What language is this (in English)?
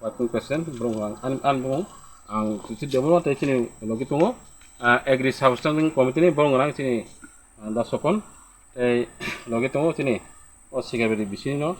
Kok Borok